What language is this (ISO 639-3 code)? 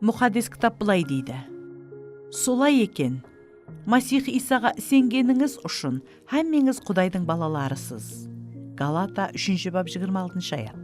kaa